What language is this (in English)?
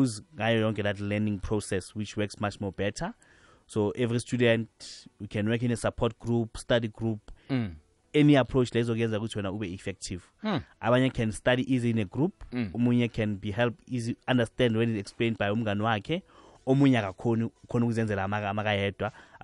South Ndebele